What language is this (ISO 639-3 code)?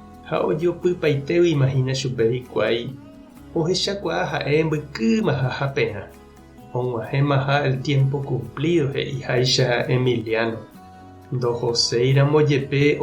grn